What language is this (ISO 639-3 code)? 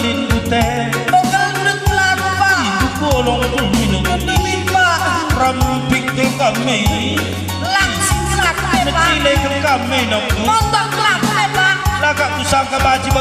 btx